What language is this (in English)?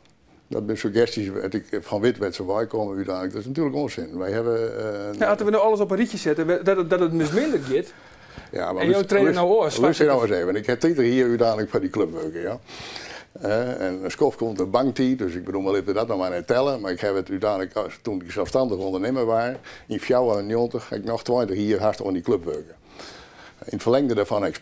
Western Frisian